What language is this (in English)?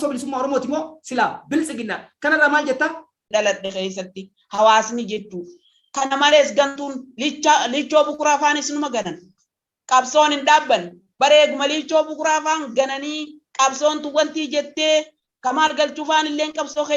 Oromo